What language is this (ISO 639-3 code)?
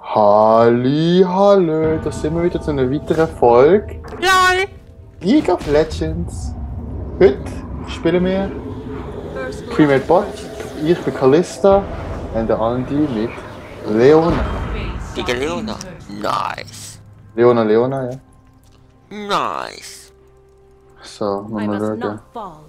gsw